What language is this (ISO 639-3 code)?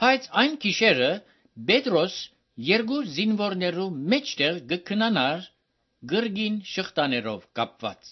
hye